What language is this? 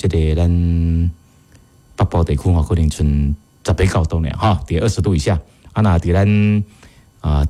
Min Nan Chinese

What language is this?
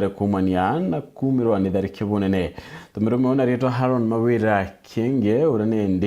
Meru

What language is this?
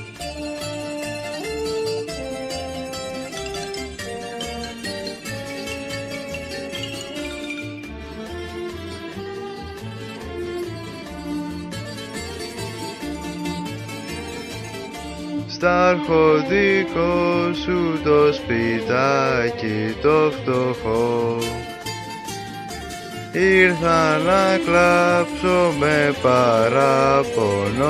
Greek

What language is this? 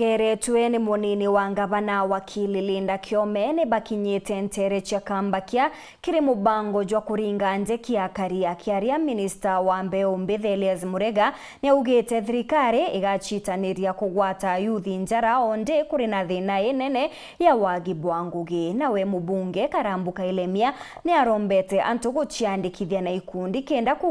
Meru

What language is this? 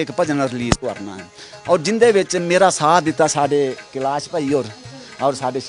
Dogri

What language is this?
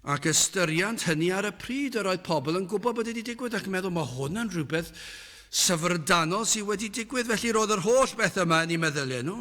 Welsh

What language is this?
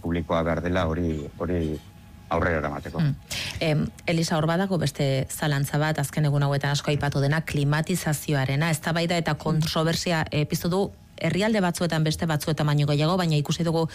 Basque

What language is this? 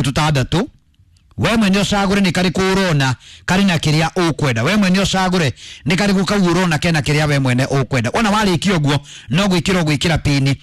Kikuyu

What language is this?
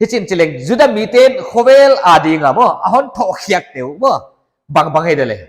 Paite Chin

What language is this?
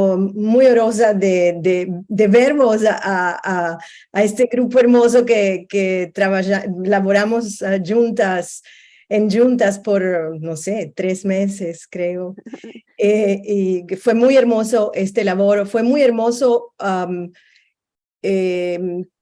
Ladino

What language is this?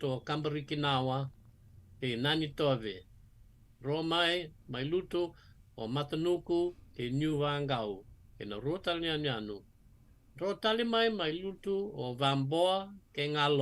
Fijian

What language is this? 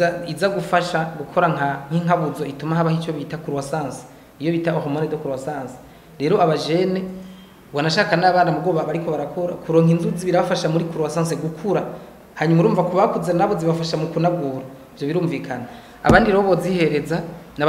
Rundi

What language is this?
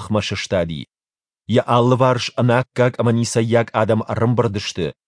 Ossetic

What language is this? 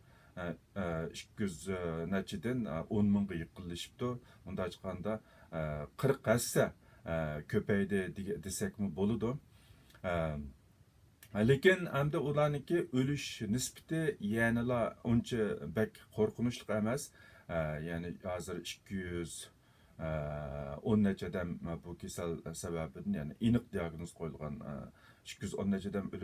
Uyghur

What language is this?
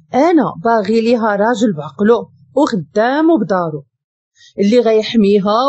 Moroccan Arabic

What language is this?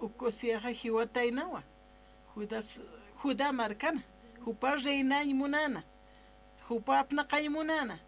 Aymara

